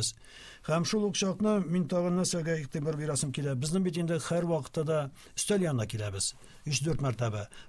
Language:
Tatar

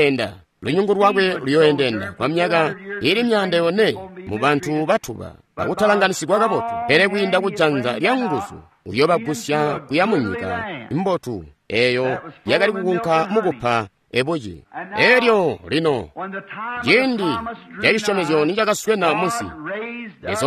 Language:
Tonga (Zambia)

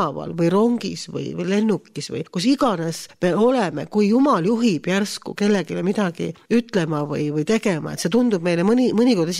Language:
Estonian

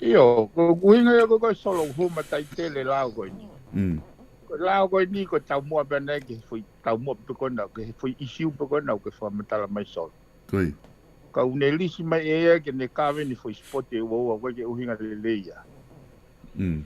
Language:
Tongan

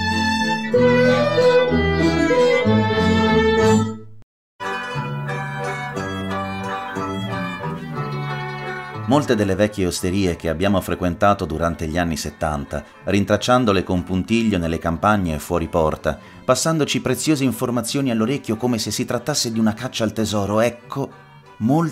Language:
Italian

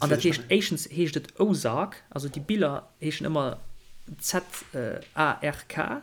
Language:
Luxembourgish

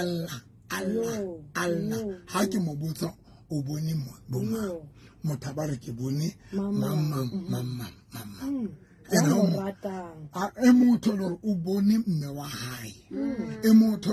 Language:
Southern Sotho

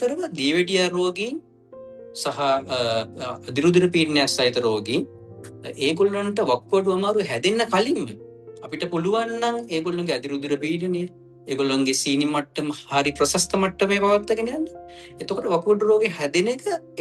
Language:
Sinhala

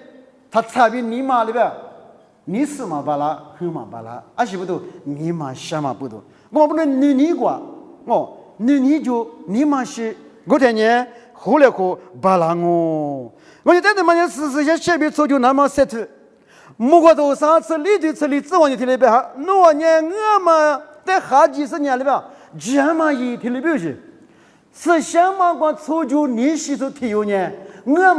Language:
Lisu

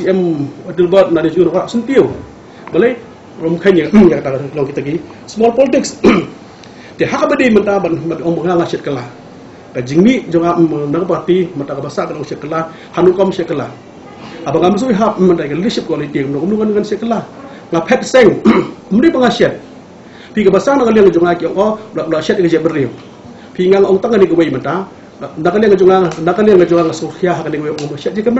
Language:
Khasi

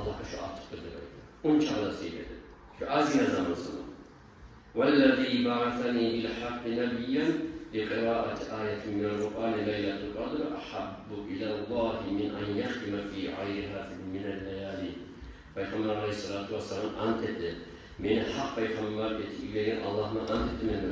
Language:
Kumyk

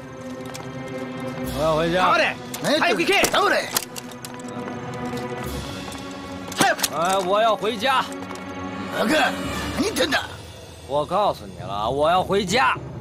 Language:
Chinese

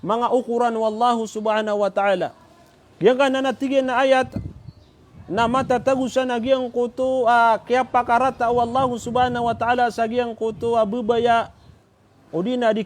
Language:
Maranao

